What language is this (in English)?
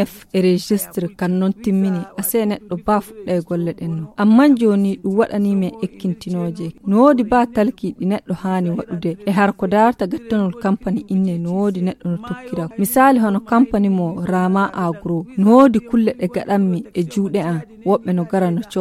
Nigerian Fulfulde